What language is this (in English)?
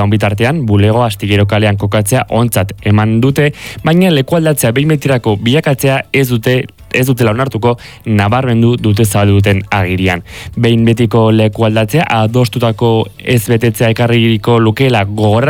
Basque